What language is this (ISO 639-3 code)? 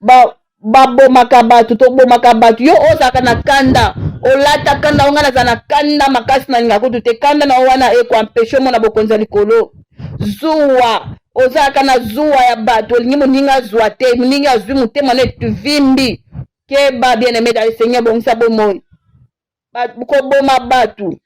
lin